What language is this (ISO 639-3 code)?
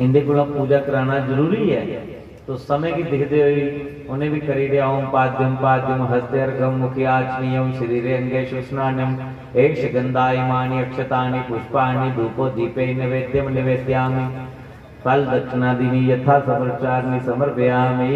doi